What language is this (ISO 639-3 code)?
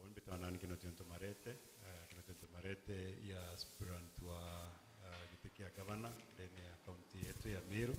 mer